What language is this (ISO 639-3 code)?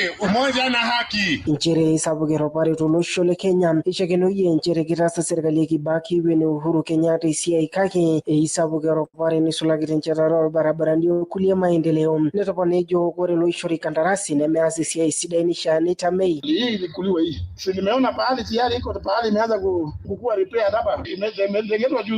mas